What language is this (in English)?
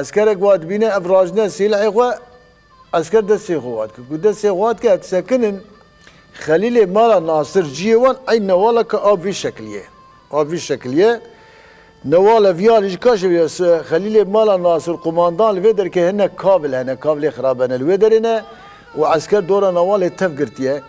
Kurdish